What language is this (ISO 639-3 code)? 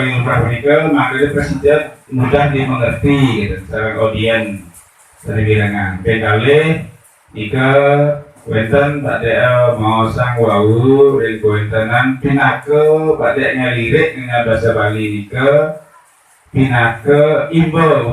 ban